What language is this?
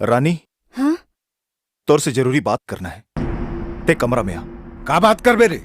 Chhattisgarhi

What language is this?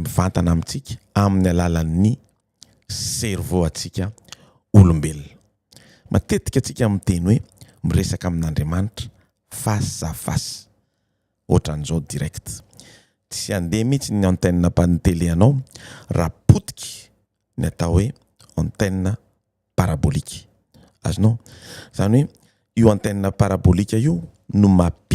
Malagasy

